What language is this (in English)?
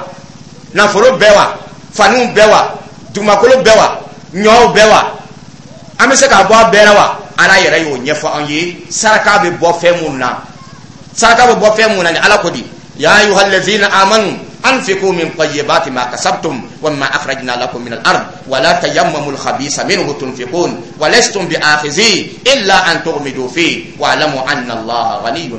Dyula